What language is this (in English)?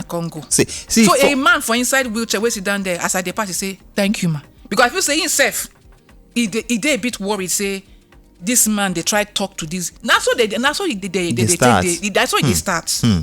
Nigerian Pidgin